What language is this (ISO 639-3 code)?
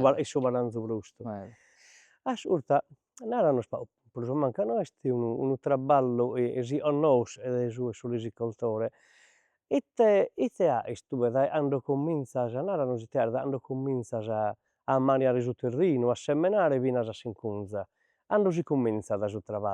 srd